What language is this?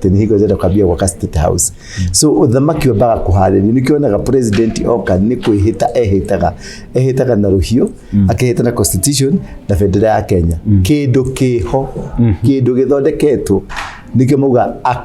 Kikuyu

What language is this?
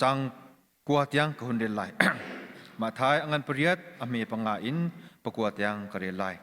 Hakha Chin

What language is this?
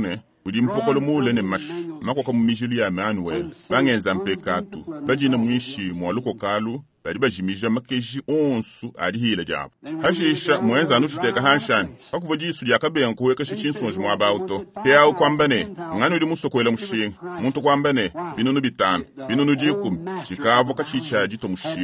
Luba-Lulua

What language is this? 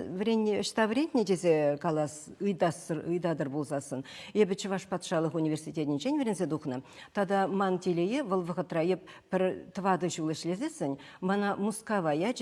Chuvash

